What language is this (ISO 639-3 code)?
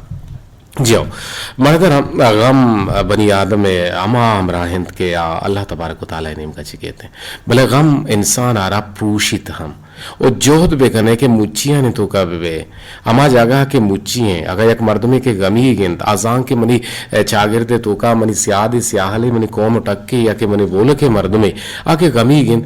bgp